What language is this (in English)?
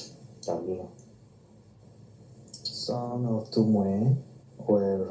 S'gaw Karen